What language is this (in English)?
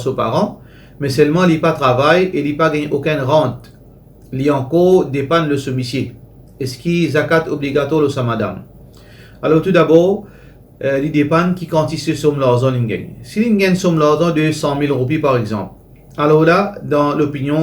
Morisyen